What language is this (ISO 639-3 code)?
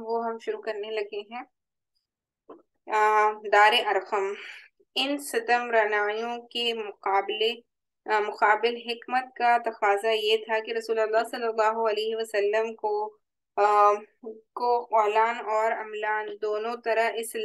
urd